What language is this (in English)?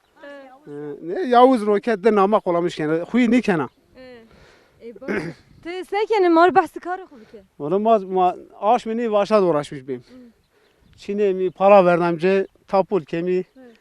Zaza